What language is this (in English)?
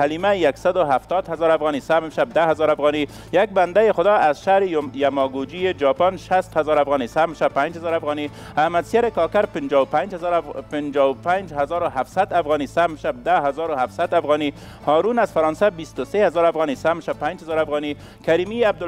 Persian